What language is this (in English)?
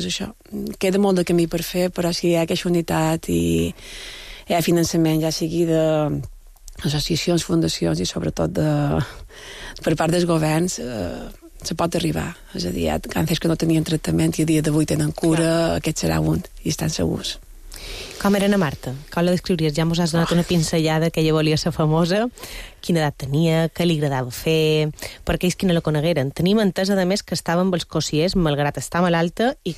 Catalan